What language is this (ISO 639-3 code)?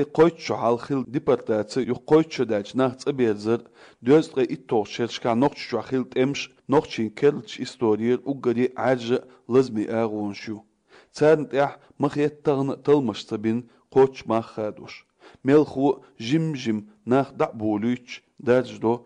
che